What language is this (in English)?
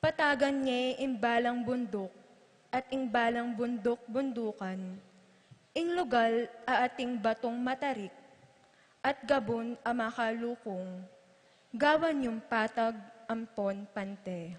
Pampanga